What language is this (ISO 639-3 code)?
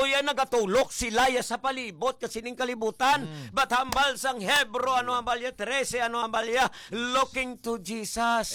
hil